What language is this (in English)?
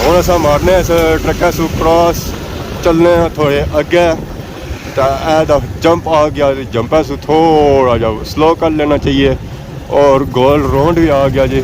Pahari-Potwari